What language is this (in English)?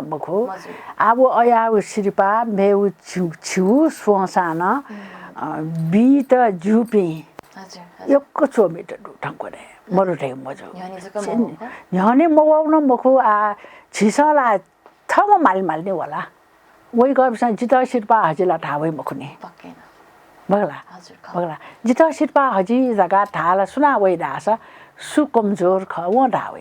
Newari